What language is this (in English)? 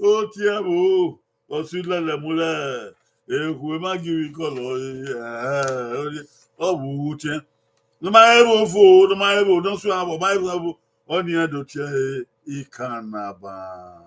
Bini